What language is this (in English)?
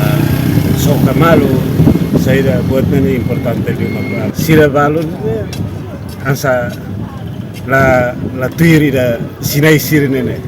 Tetum